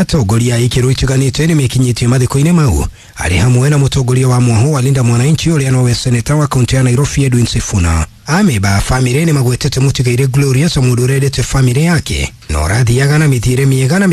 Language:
Kikuyu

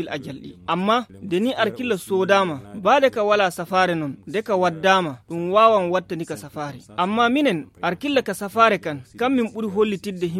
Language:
Fula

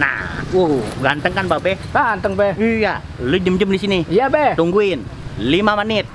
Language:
Betawi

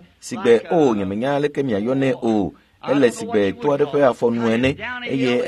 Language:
Ewe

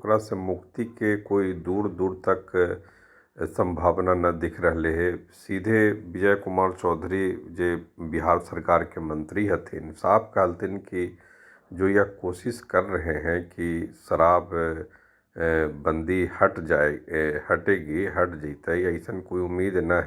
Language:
Magahi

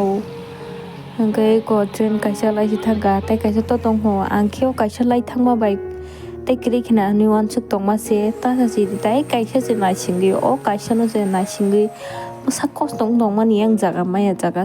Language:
Kok Borok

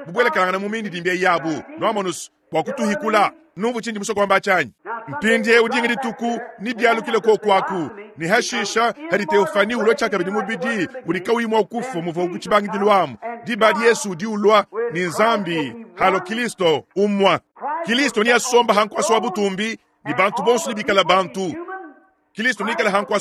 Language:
Luba-Lulua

